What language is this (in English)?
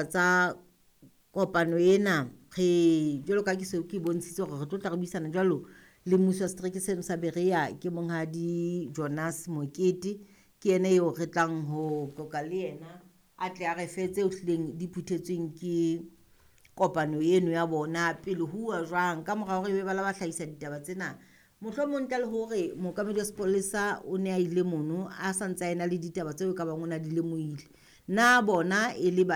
Southern Sotho